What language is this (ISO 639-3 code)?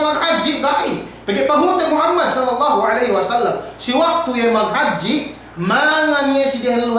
yka